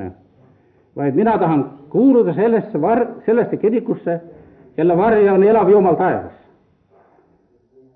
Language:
Estonian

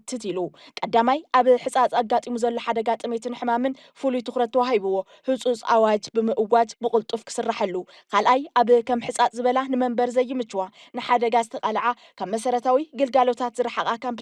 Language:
Tigrinya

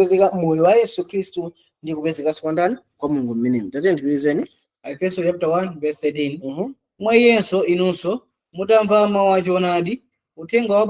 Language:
Nyanja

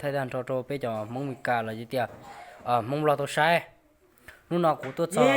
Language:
Hmong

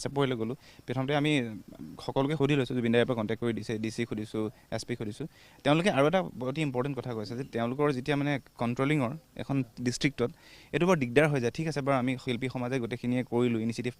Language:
Assamese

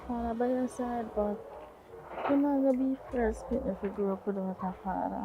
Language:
Jamaican Creole English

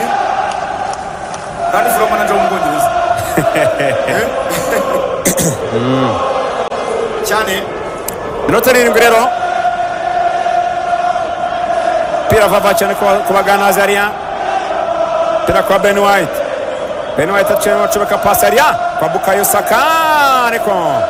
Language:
Kinyarwanda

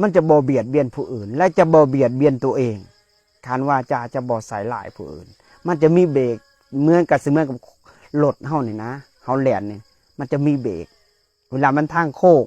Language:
Lao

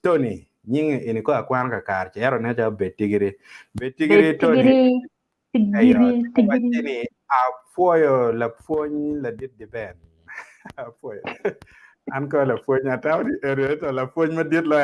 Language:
Acoli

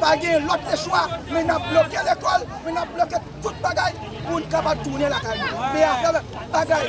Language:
Haitian Creole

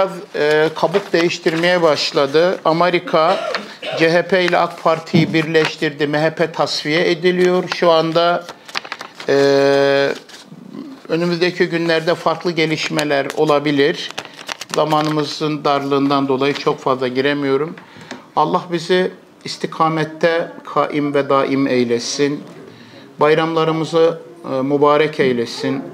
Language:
Turkish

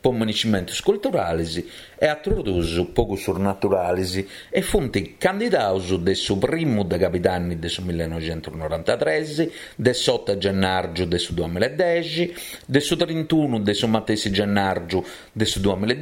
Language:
Sardinian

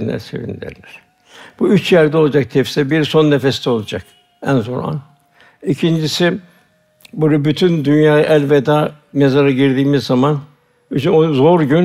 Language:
Turkish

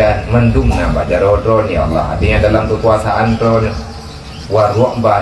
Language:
Achinese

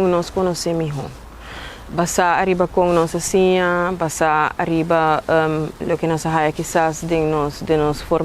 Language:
Papiamento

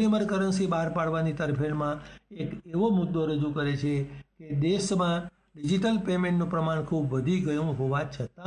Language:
Gujarati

